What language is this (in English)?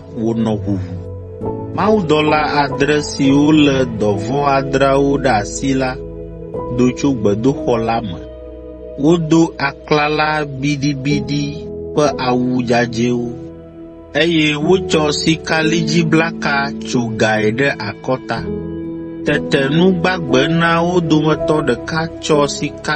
Ewe